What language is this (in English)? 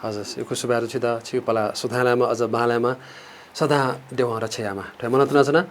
Newari